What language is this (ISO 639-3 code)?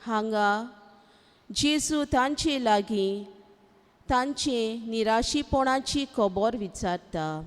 kok